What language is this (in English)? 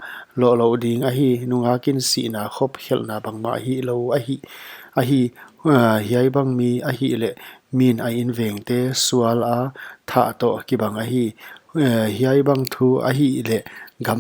Paite Chin